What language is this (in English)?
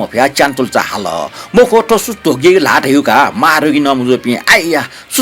Newari